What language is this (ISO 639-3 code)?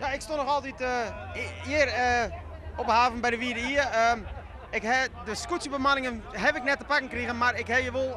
fry